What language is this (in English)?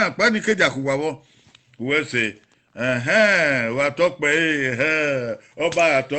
Bini